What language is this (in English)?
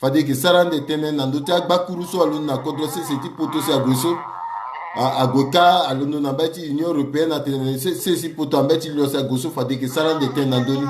Sango